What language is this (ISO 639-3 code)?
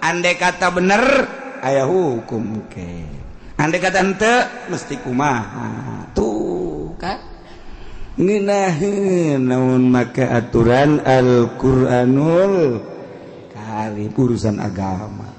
sun